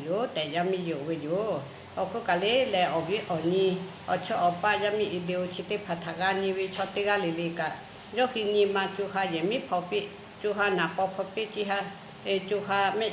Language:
Lahu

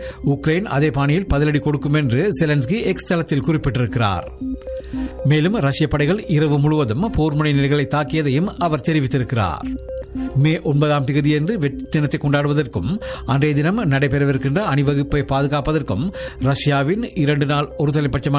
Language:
Tamil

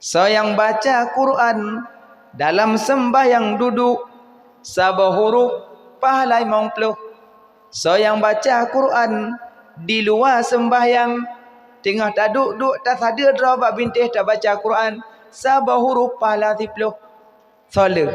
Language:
Achinese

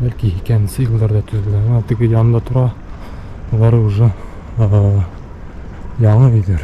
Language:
Bashkir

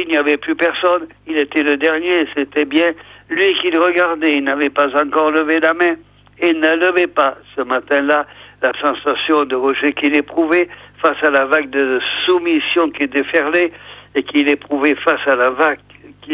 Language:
French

